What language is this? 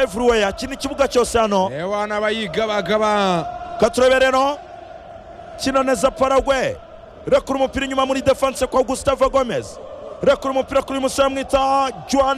Kinyarwanda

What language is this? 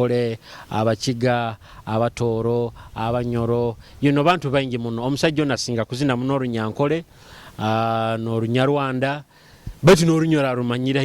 Nyoro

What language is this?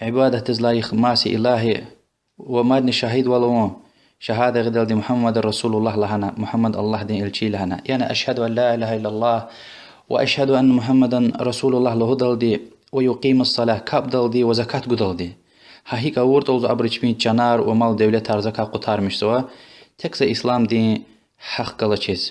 Lezghian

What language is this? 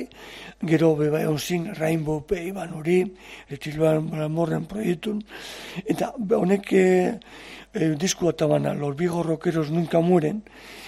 Basque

